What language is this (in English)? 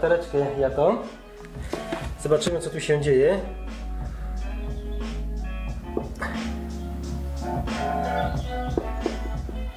Polish